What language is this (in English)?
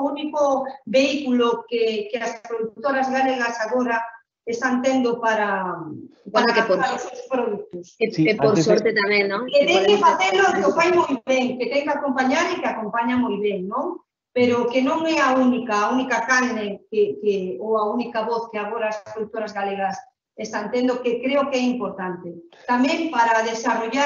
Galician